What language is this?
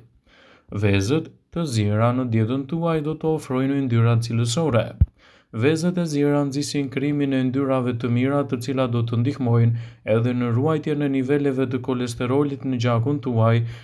Albanian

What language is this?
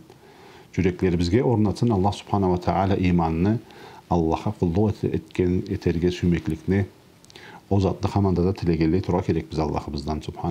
Karachay-Balkar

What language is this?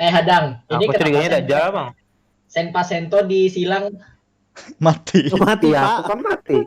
Banjar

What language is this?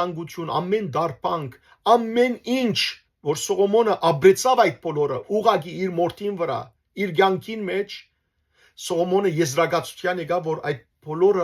Western Armenian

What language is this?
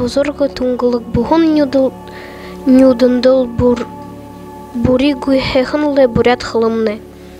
Buriat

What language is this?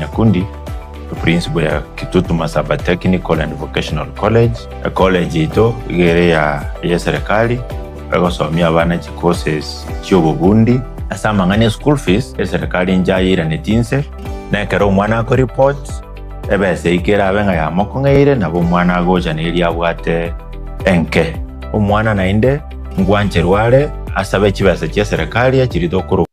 Gusii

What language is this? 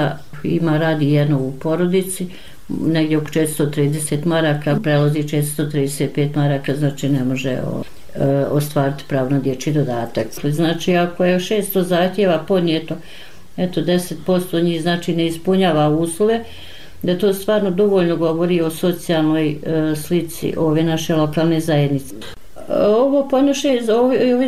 Bosnian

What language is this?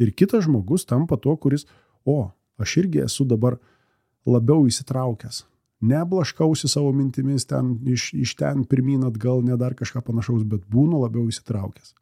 Lithuanian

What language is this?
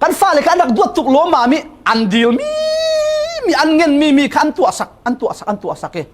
Falam Chin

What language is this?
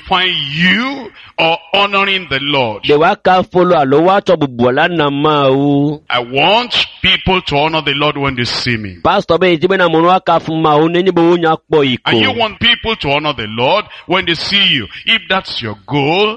Ewe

